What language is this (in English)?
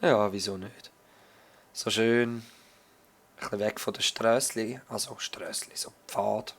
Swiss German